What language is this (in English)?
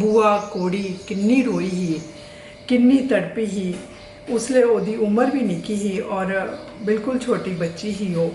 Dogri